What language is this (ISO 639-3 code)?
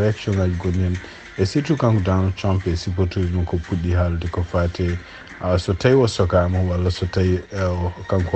ful